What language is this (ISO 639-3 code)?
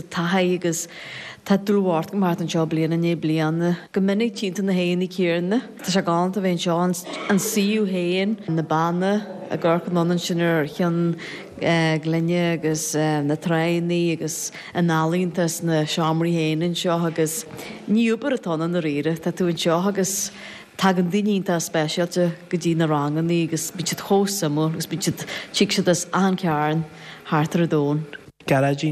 gle